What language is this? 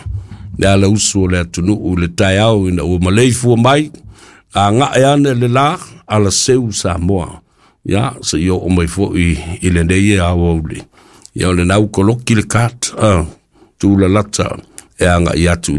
Samoan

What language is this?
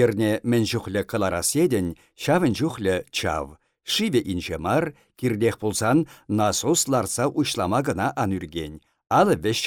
Chuvash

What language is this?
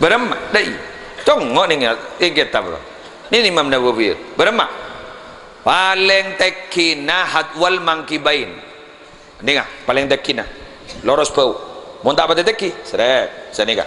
Madurese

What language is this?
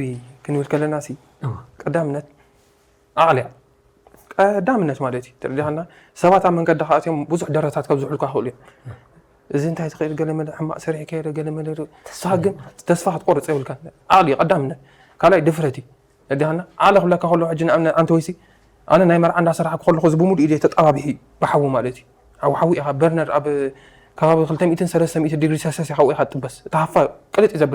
Tigrinya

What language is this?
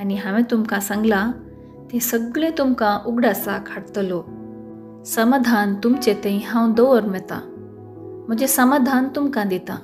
Konkani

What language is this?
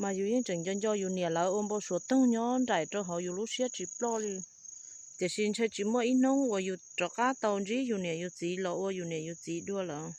Hmong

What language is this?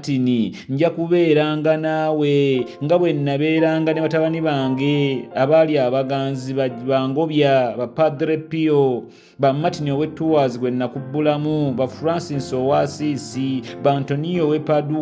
Ganda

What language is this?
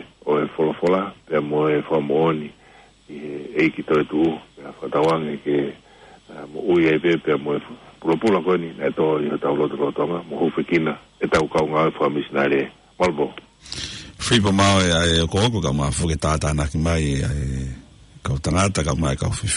Tongan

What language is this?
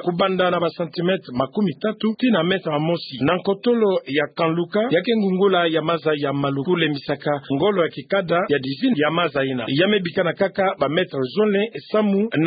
Kituba (Democratic Republic of Congo)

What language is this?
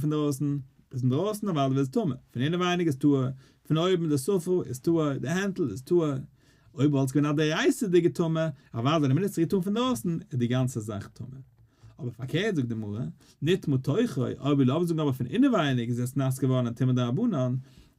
Yiddish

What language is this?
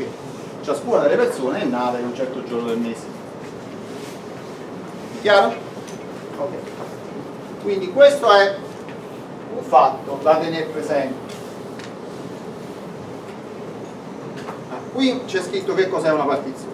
Italian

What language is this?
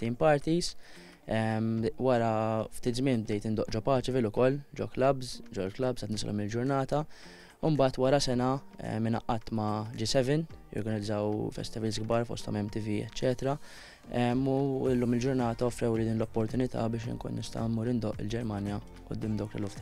Maltese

